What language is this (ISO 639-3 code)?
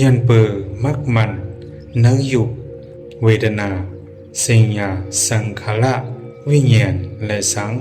shn